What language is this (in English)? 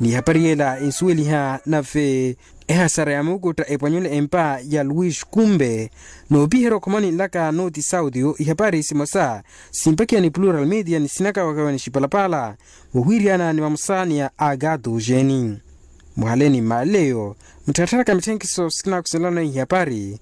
Makhuwa